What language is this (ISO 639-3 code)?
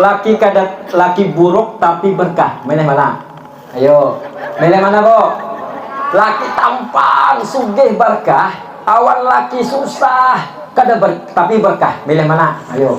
bjn